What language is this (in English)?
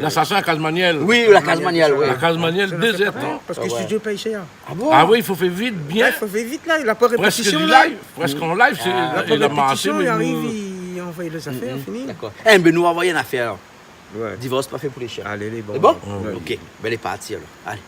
Réunion Creole French